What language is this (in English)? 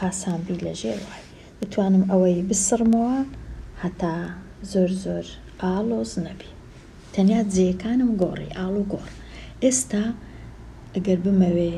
Central Kurdish